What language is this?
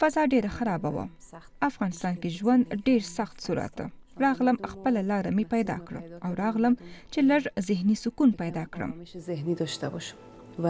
Pashto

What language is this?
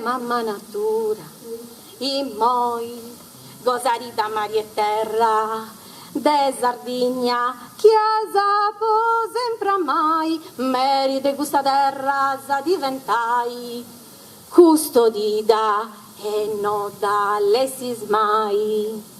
Sardinian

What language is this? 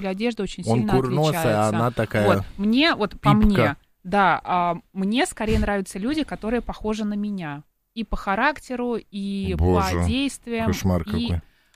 Russian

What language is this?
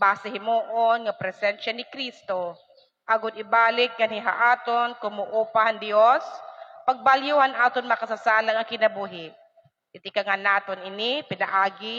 Waray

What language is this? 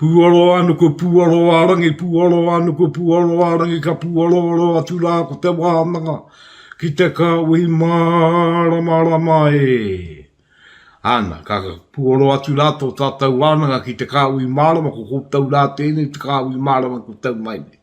Māori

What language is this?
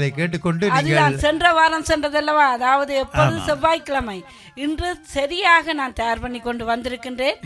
Tamil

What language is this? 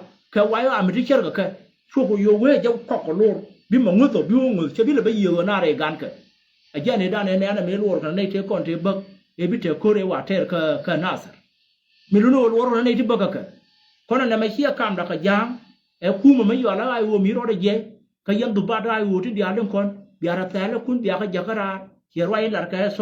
Nuer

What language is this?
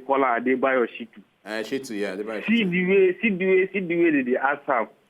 Nigerian Pidgin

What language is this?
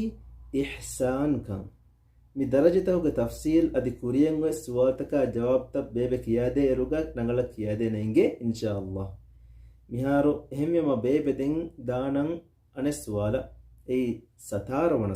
Divehi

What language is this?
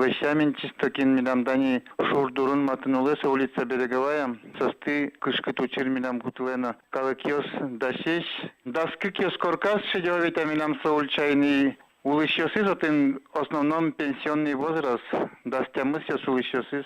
Udmurt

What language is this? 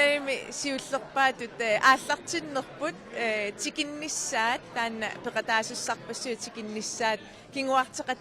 Kalaallisut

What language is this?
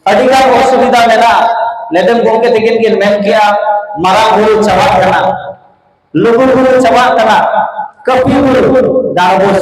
Santali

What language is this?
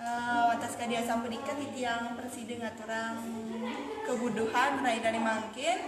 Balinese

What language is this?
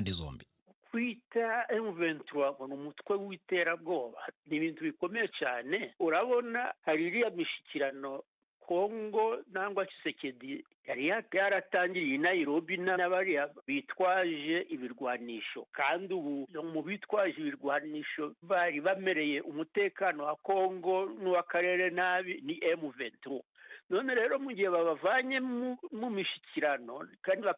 Kinyarwanda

